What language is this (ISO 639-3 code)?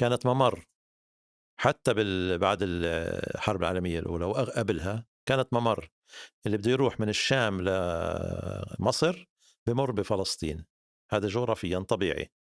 apc